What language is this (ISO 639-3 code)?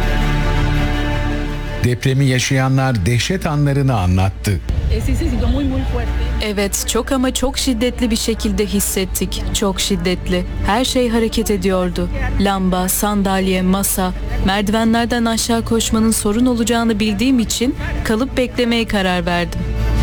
tur